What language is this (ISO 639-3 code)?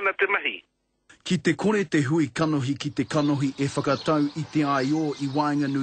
mri